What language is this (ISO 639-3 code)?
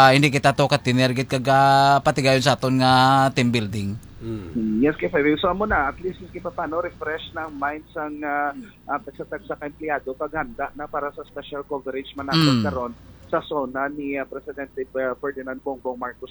hil